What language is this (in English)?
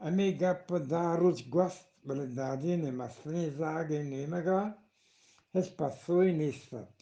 Eastern Balochi